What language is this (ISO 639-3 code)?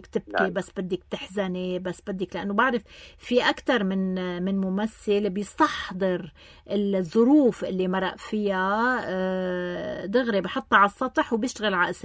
apc